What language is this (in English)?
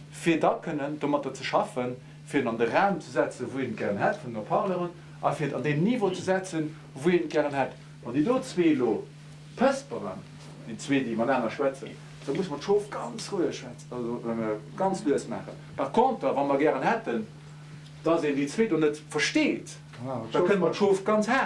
Luxembourgish